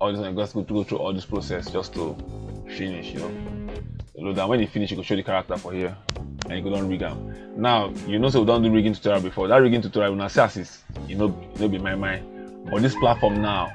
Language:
Nigerian Pidgin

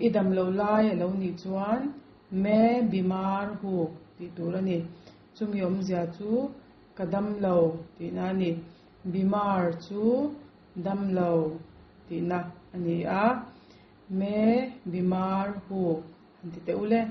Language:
Mizo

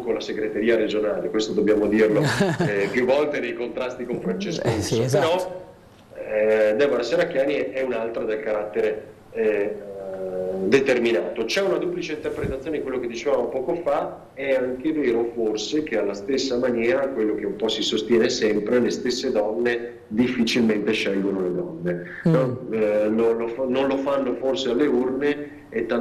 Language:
Italian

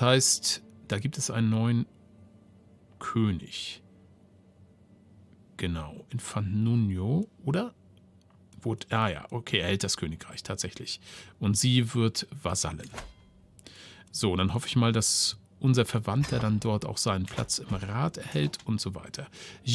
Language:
German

